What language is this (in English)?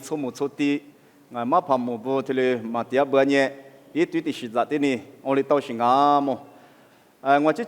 Lisu